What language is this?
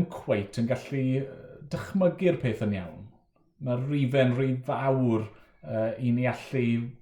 Welsh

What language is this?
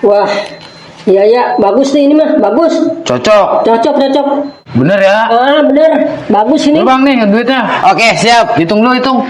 Betawi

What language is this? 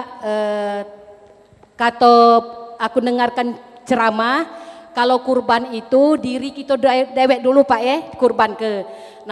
Musi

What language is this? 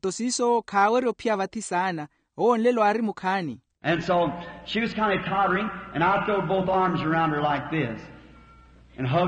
Makhuwa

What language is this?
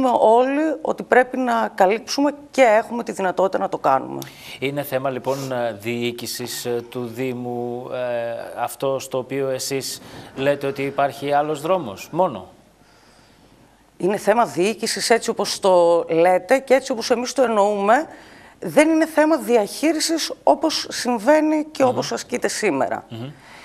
Greek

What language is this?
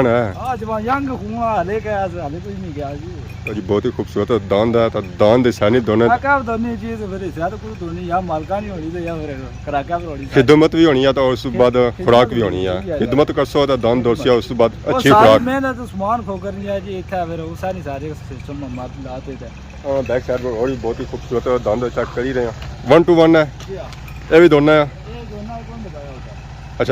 Pahari-Potwari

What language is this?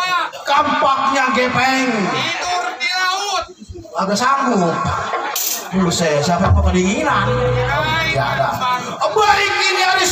Betawi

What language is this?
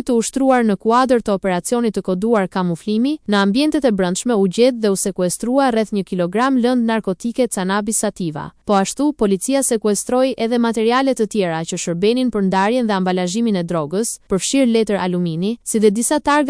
Albanian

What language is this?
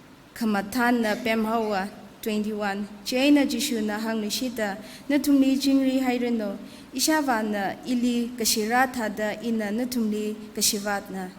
Tangkhul Naga (India)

